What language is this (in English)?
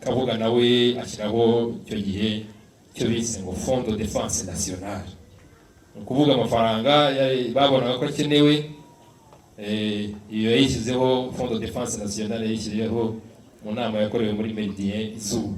Kinyarwanda